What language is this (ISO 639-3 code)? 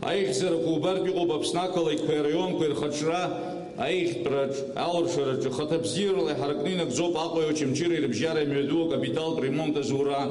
abk